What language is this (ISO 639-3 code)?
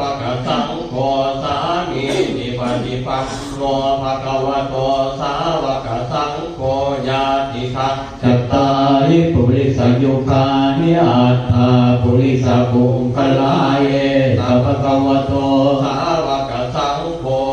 pli